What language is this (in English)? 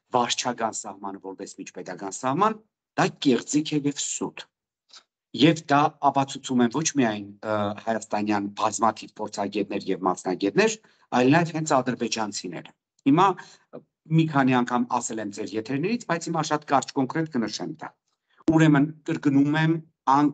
Armenian